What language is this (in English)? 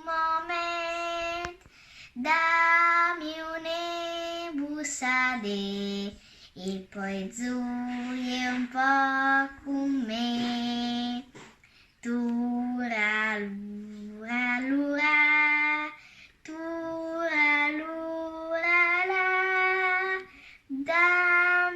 Friulian